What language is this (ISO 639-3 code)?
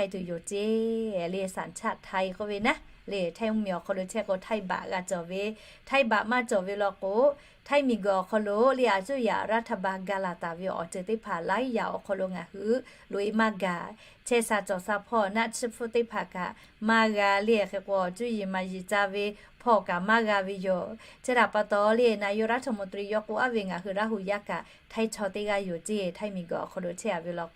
lhu